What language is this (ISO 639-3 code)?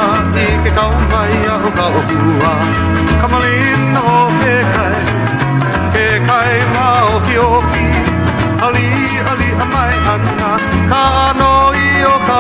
haw